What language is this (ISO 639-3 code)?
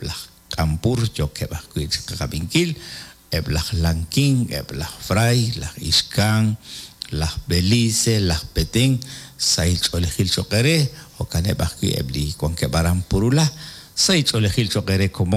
kek